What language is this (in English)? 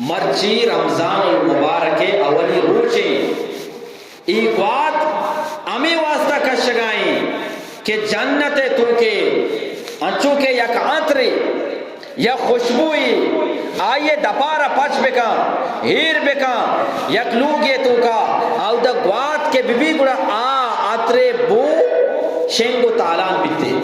Eastern Balochi